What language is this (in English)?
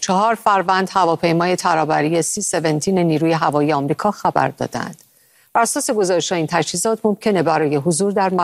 Persian